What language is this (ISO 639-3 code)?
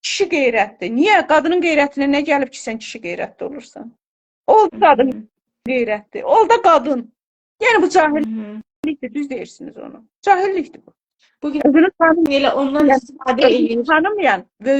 aze